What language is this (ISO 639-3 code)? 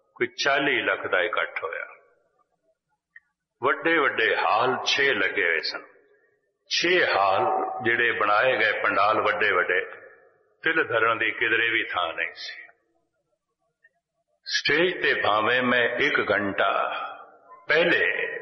pan